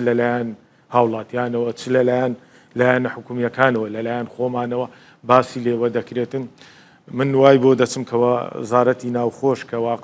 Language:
Central Kurdish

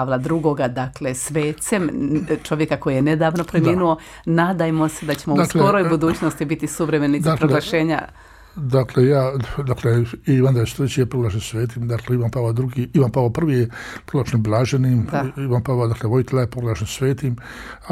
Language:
Croatian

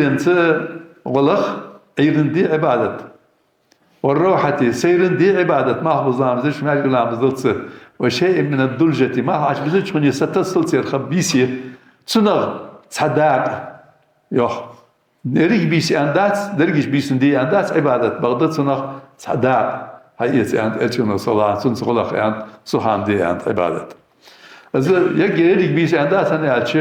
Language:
Ingush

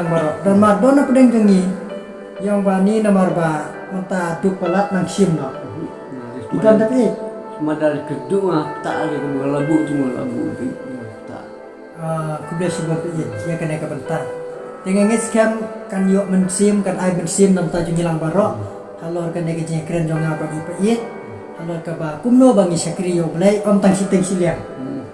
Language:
Khasi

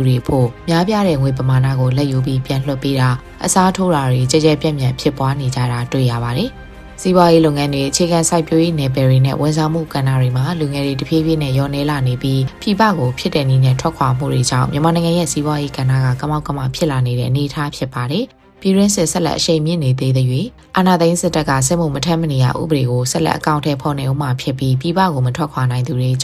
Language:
Burmese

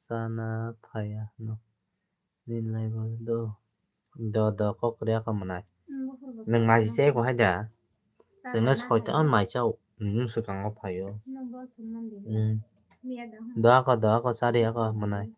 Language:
Kok Borok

